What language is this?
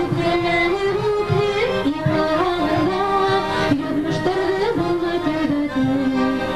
Bashkir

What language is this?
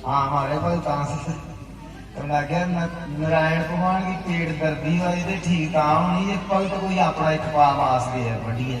Dogri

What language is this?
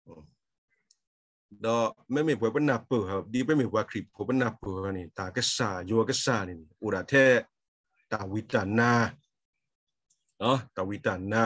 S'gaw Karen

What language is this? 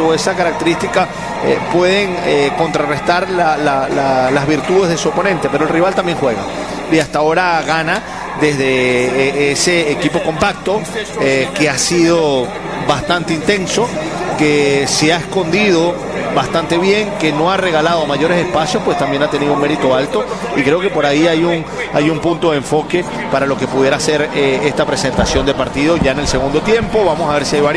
Spanish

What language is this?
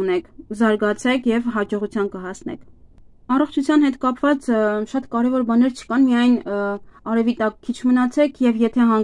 Armenian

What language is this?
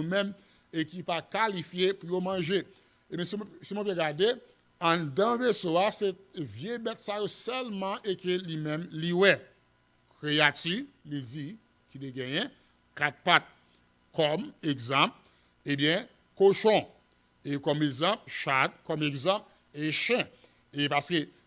Haitian Creole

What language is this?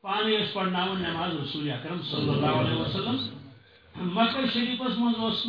Kashmiri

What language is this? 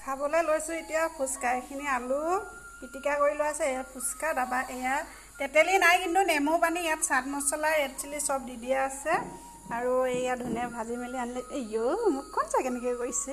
Assamese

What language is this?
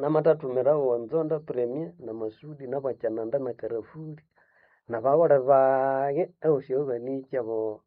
Nande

